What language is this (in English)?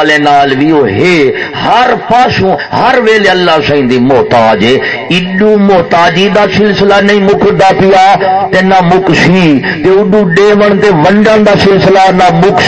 Saraiki